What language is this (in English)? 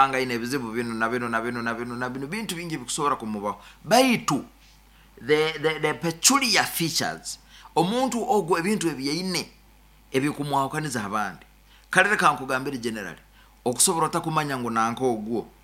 Nyoro